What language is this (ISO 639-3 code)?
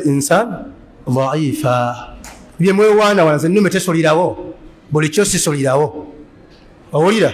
lug